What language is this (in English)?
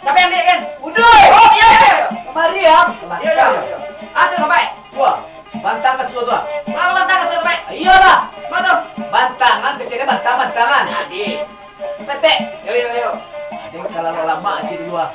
Minangkabau